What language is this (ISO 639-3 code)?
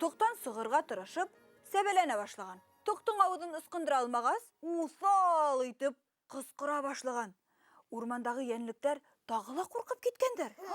bak